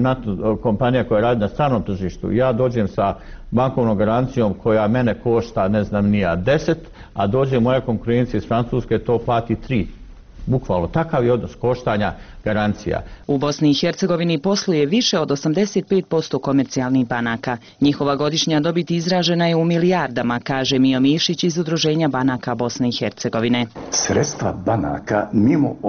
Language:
Bosnian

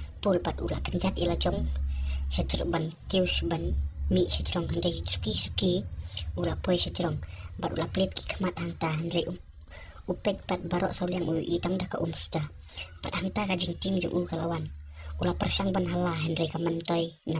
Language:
Khasi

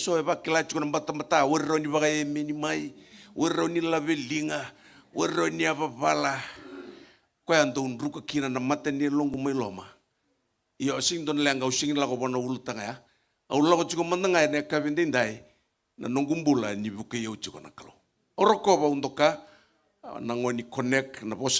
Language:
Fijian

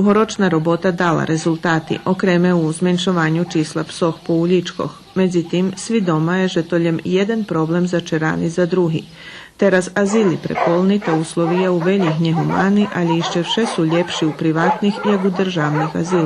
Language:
Rusyn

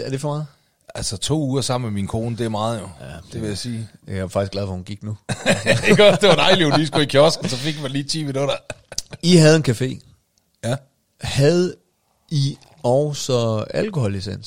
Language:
Danish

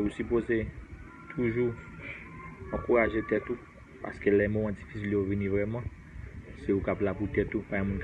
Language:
Haitian Creole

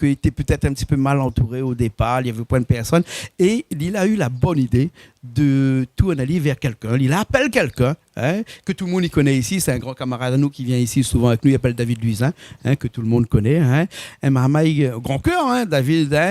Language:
Réunion Creole French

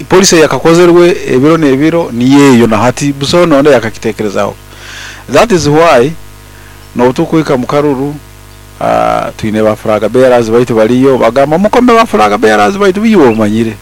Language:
Nyoro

